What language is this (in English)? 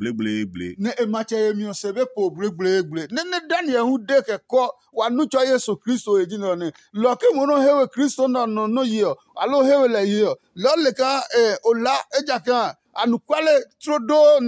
Adangme